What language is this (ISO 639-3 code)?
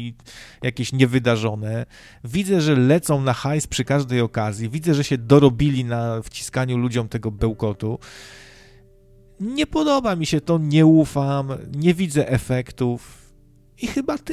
pol